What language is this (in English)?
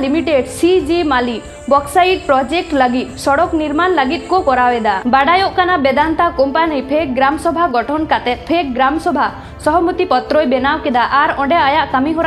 Santali